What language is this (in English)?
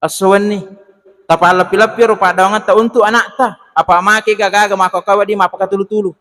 Buginese